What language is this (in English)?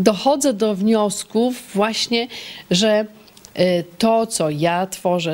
Polish